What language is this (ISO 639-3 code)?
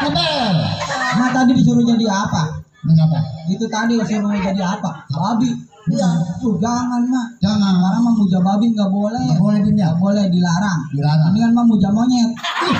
bew